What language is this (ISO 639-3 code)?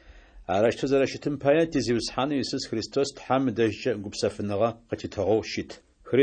ady